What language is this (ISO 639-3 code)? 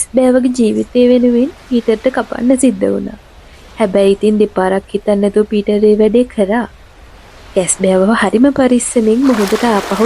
sin